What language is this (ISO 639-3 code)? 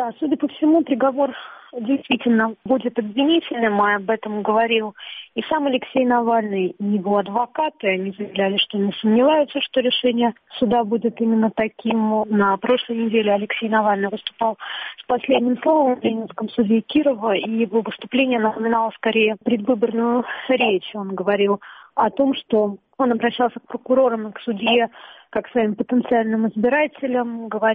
rus